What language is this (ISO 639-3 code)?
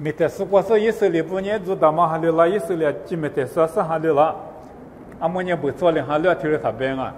lis